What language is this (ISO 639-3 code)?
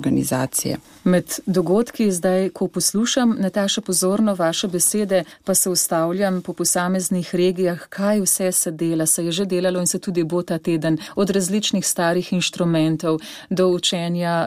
slv